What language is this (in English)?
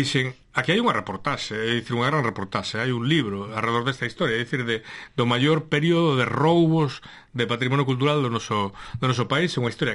Galician